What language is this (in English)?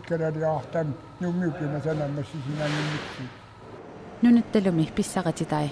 Kalaallisut